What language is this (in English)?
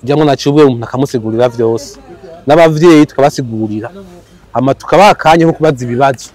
Rundi